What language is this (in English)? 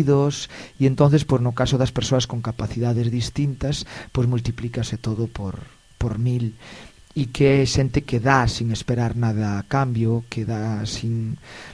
Galician